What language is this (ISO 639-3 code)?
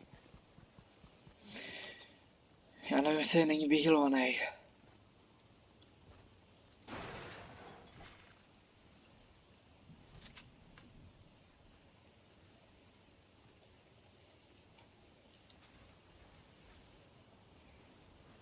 ces